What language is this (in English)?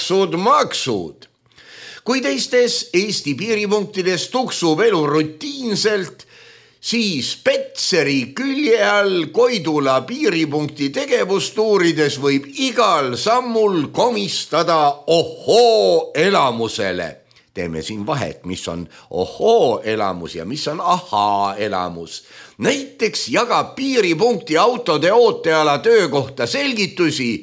Estonian